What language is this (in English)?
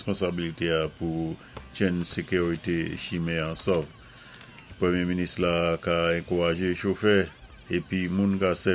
Saint Lucian Creole French